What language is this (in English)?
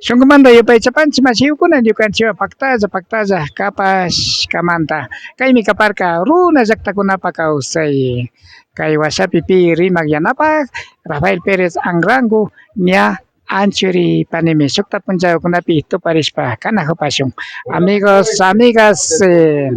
Imbabura Highland Quichua